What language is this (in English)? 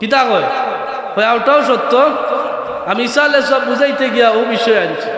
Sylheti